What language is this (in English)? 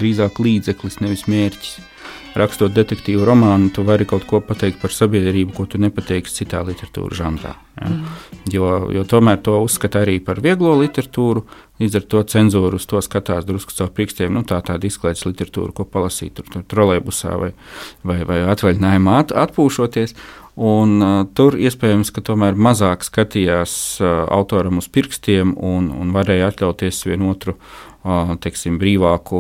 Latvian